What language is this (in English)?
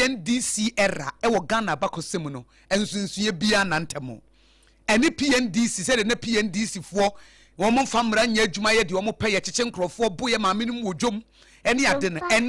Akan